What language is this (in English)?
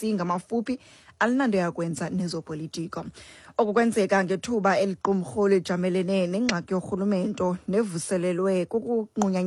Xhosa